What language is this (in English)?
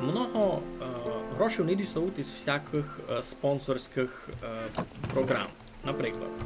Rusyn